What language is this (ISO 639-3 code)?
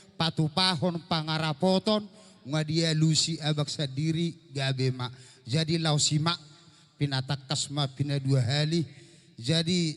bbc